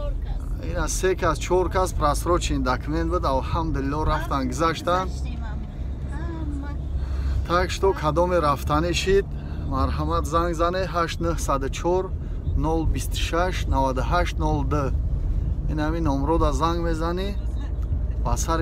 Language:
Tajik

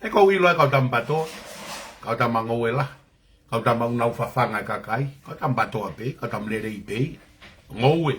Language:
Tongan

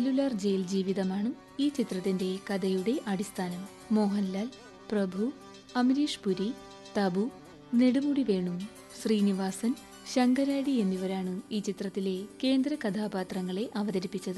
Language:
Malayalam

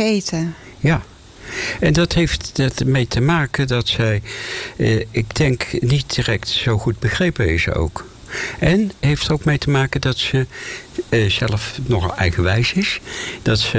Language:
Dutch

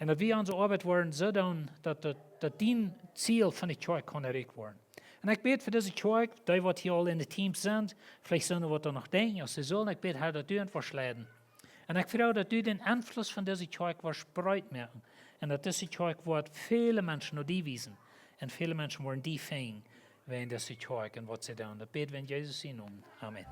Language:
Plautdietsch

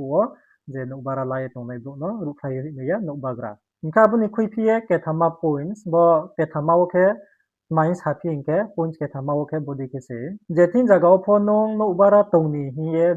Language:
Riang (India)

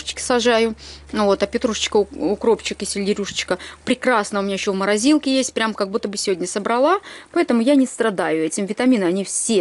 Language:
Russian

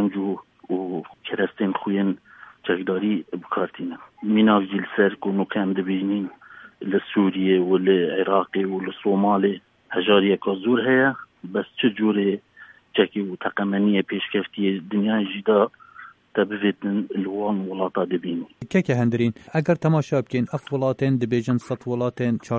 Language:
Kurdish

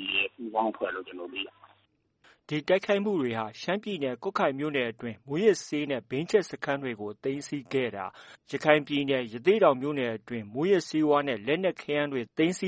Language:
Burmese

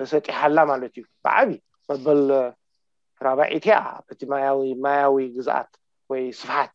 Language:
Tigrinya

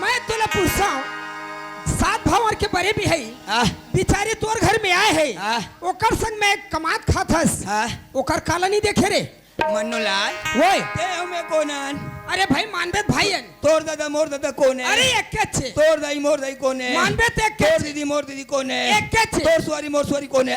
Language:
Chhattisgarhi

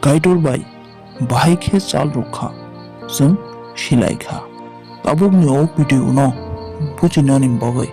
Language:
Kok Borok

